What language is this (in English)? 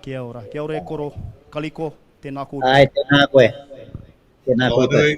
Māori